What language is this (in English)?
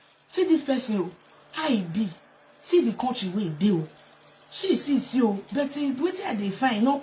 Nigerian Pidgin